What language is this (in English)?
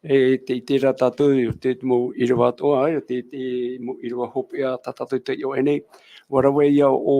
Tahitian